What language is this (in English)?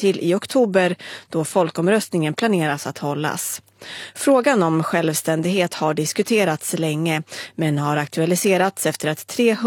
Swedish